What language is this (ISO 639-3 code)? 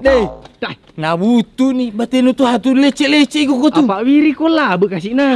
bug